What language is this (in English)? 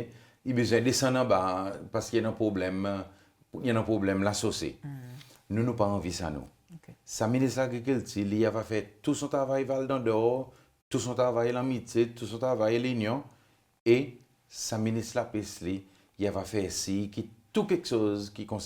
Seselwa Creole French